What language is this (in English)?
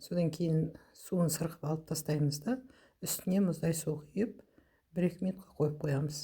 Kazakh